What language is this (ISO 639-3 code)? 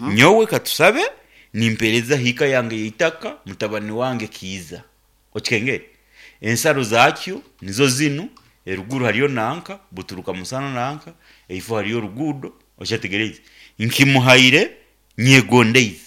nyn